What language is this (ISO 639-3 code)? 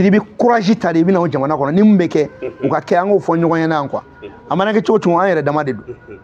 bam